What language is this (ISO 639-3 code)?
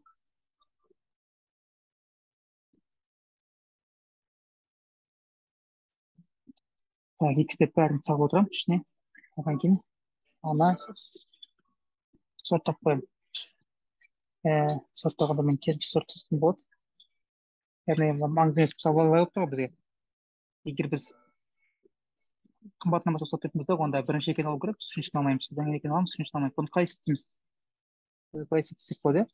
kaz